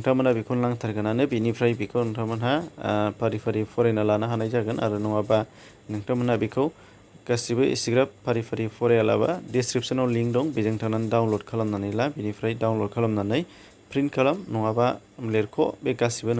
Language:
Bodo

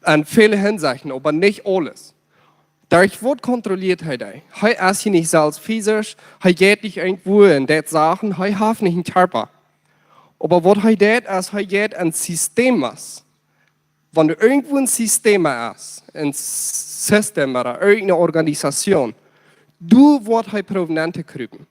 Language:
Plautdietsch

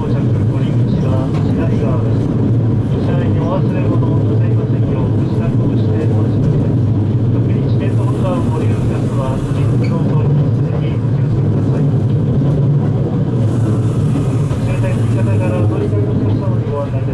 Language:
Japanese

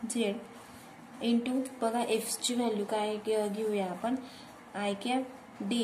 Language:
Marathi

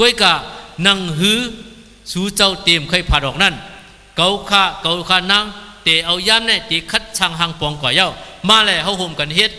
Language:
Shan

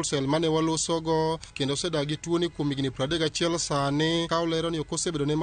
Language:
Luo (Kenya and Tanzania)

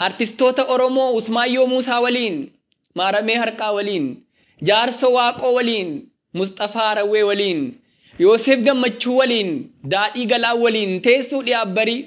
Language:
Oromo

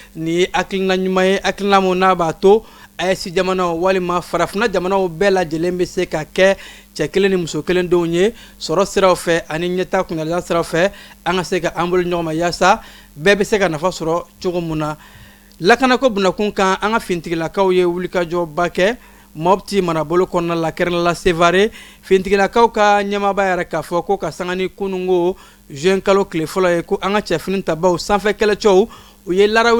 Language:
Bambara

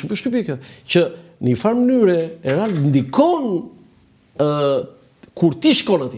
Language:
Albanian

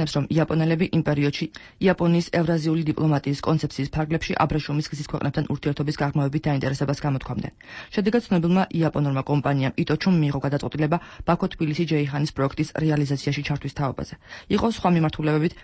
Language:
Georgian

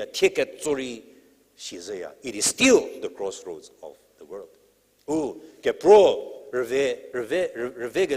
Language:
Angami Naga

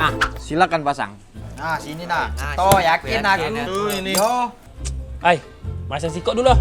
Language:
Musi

